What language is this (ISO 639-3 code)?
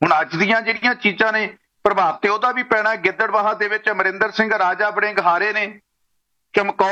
pan